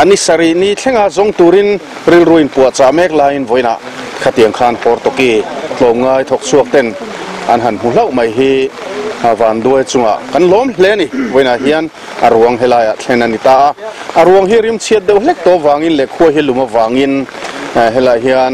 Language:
Mizo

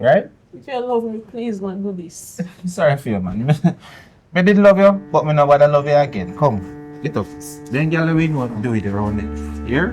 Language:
Jamaican Creole English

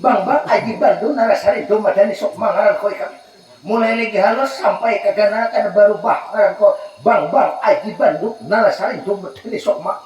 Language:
Banjar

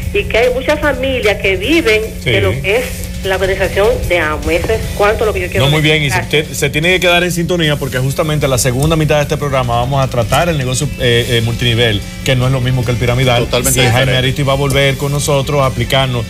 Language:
Spanish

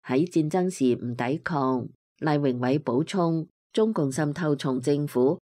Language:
Cantonese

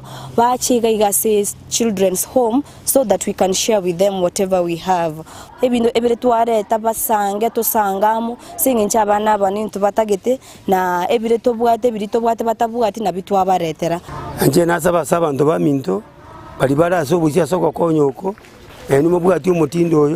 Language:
Gusii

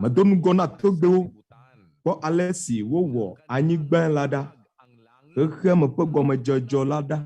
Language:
Ewe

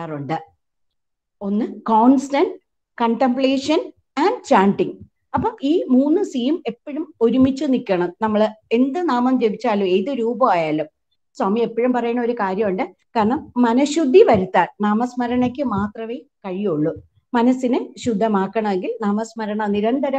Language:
Malayalam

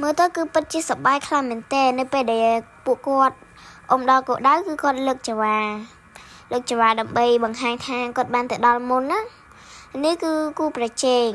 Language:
Khmer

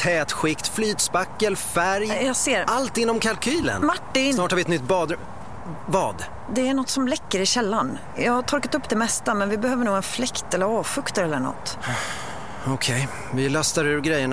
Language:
Swedish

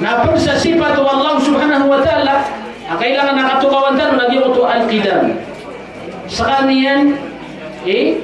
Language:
Maranao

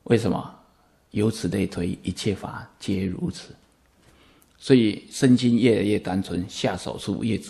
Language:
Chinese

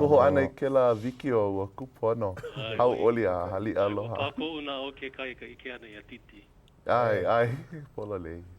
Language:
Hawaiian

